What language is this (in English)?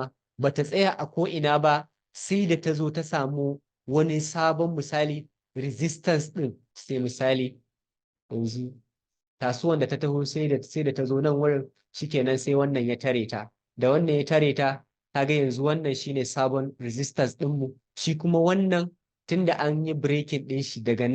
Hausa